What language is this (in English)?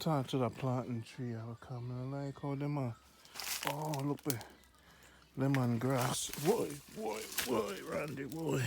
Jamaican Creole English